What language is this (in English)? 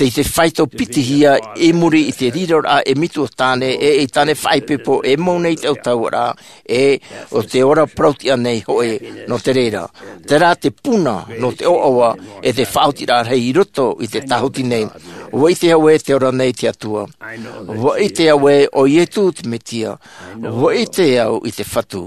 Tahitian